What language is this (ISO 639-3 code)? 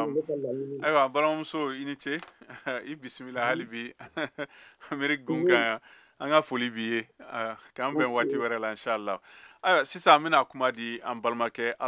bam